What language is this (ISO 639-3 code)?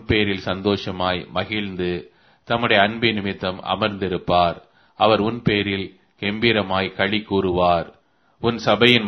tam